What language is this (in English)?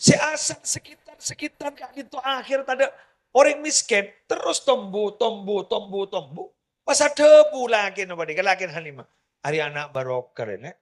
Madurese